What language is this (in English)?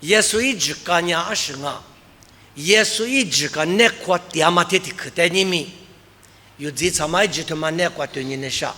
Lisu